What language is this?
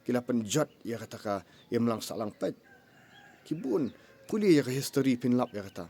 Khasi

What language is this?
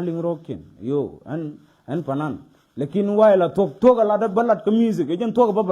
Nuer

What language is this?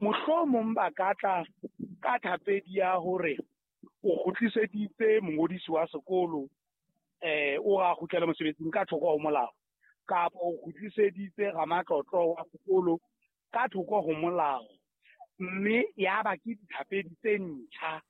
Southern Sotho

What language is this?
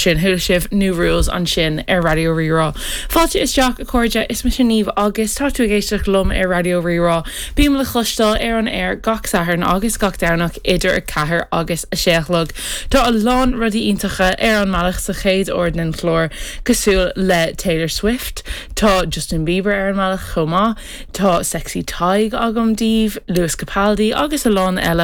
Irish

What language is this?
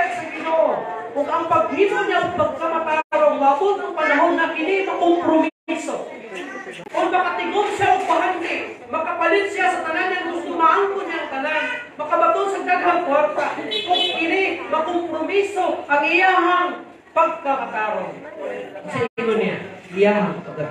Cebuano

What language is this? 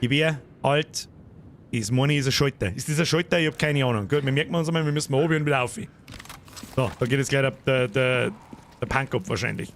Bavarian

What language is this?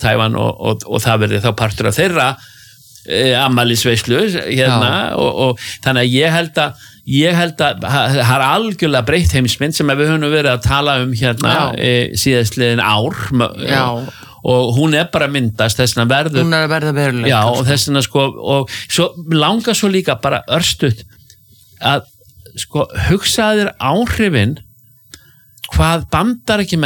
Icelandic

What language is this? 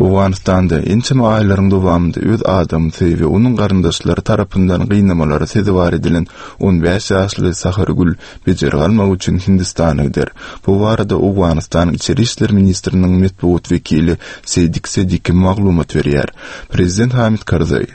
Turkmen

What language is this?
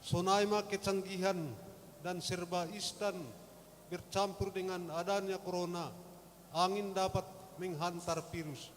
Batak Simalungun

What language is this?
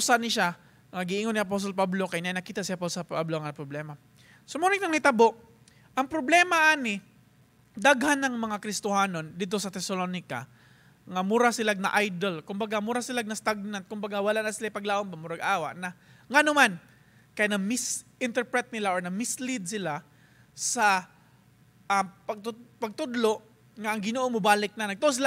Cebuano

